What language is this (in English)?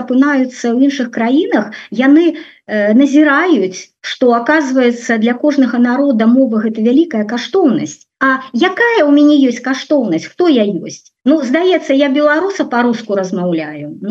Belarusian